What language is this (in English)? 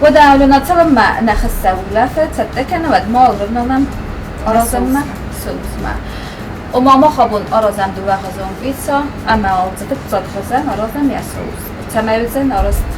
Ossetic